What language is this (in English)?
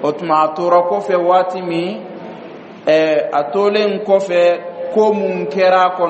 Bambara